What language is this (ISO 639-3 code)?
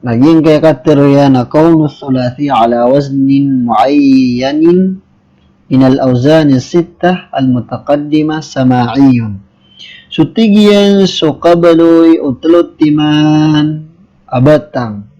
mrw